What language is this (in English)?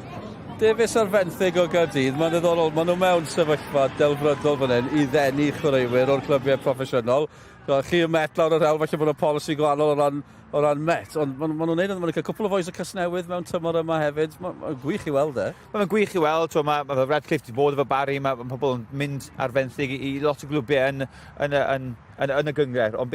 Welsh